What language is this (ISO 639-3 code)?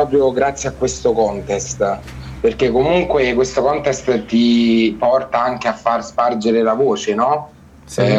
ita